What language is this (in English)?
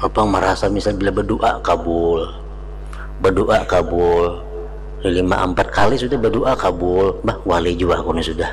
Banjar